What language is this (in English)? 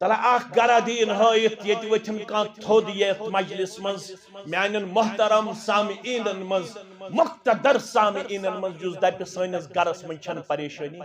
Kashmiri